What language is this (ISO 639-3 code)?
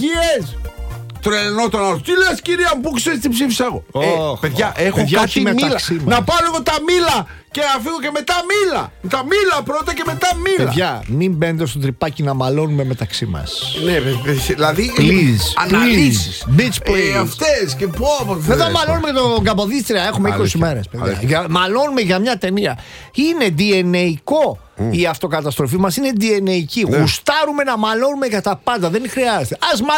ell